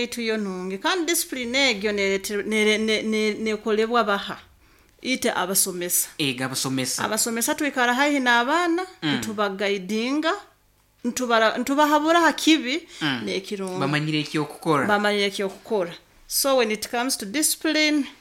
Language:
Nyoro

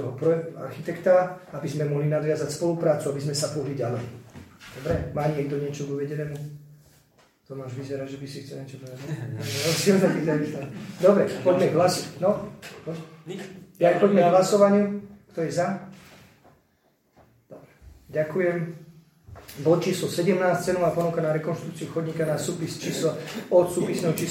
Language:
Slovak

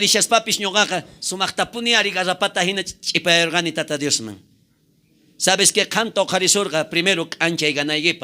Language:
South Bolivian Quechua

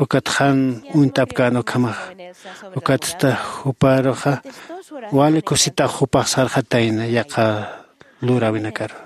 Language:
Aymara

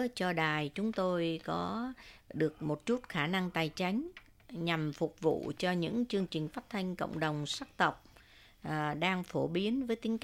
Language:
Vietnamese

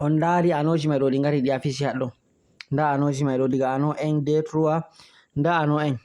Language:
Fula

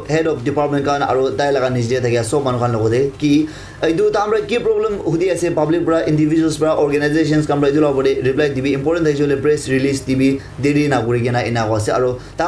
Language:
Naga Pidgin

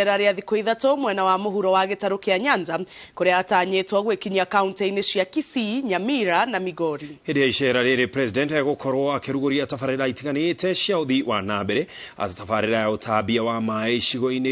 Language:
Kikuyu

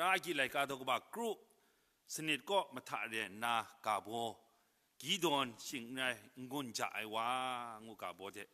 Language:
Kachin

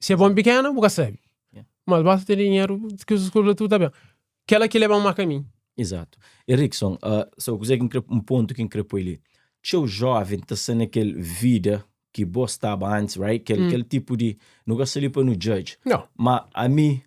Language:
Kabuverdianu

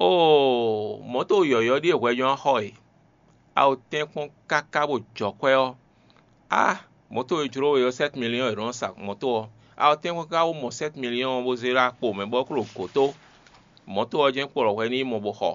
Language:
Fon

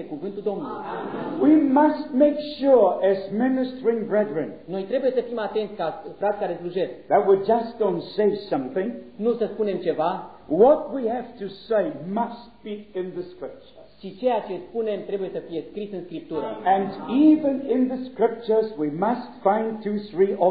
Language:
Romanian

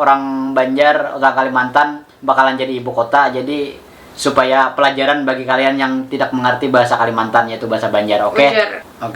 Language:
Banjar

